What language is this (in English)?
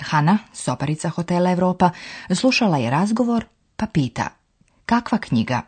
Slovenian